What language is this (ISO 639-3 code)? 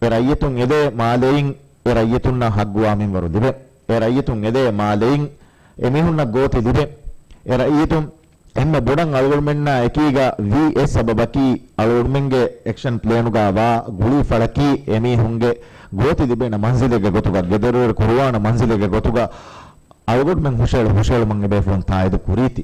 div